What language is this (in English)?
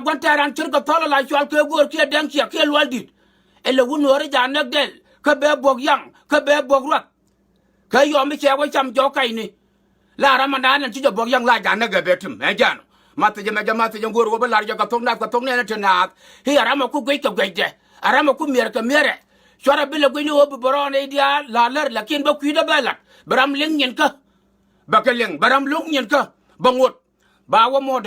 Nuer